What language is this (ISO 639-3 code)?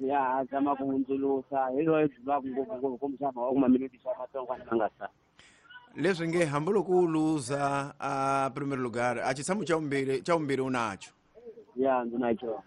tso